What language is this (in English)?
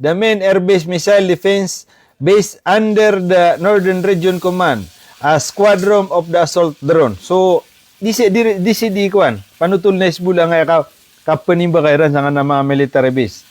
Maranao